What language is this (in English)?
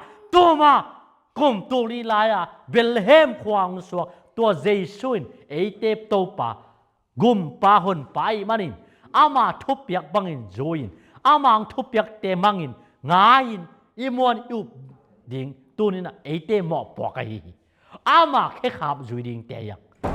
Tedim Chin